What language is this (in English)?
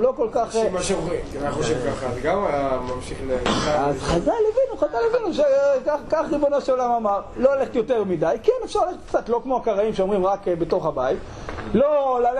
Hebrew